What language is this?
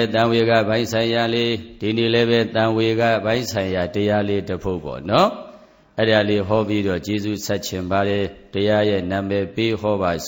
Burmese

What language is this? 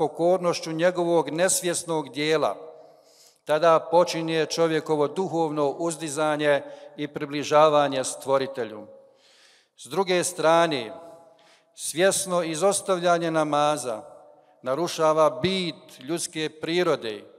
Bosnian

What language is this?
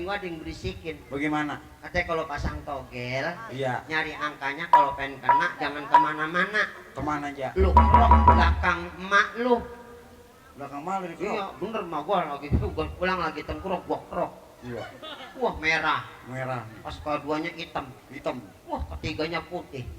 Betawi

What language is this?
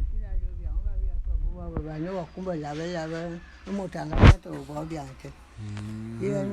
Bulu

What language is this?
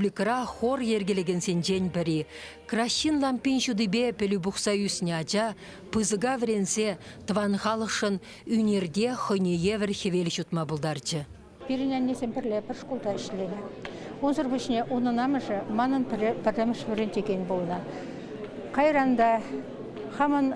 Chuvash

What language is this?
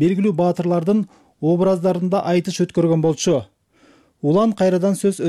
Kyrgyz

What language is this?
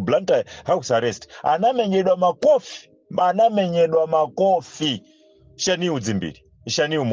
Nyanja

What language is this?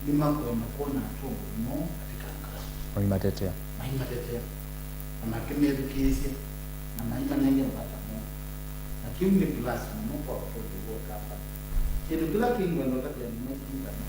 Kamba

